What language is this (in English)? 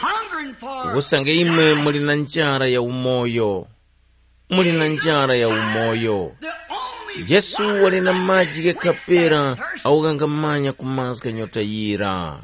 Tumbuka